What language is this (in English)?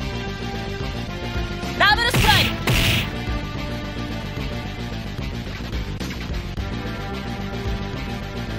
Japanese